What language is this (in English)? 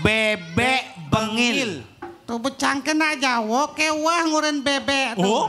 Balinese